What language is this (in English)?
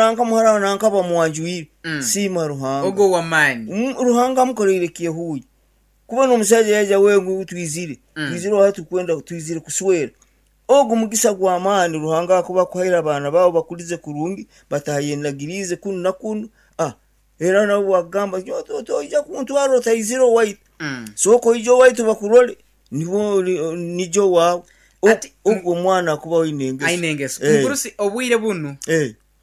Nyankole